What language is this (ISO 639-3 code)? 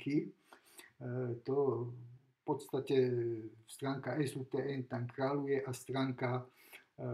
slk